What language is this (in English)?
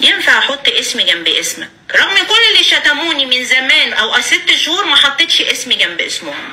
Egyptian Arabic